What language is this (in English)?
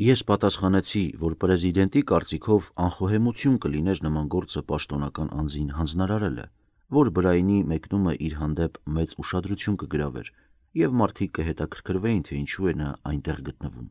Armenian